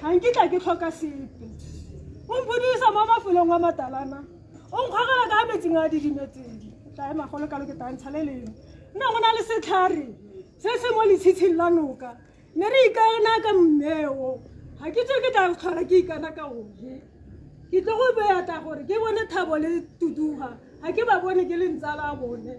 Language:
Tswana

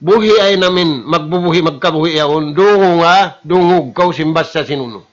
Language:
Tausug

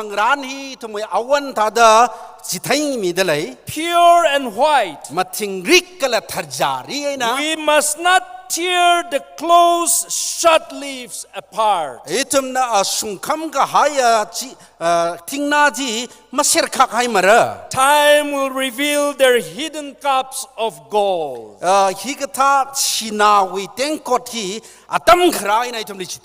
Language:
Tangkhul Naga (India)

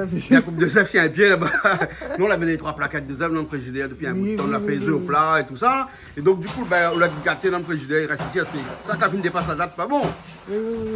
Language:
Réunion Creole French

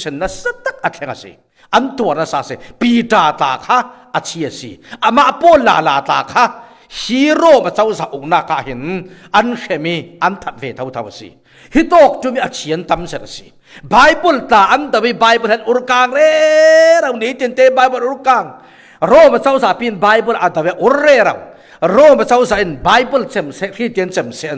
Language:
Falam Chin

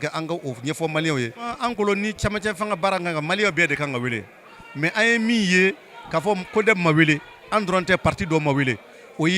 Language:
Bambara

